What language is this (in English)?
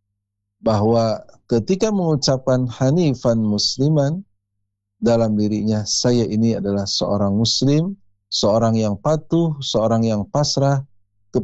Indonesian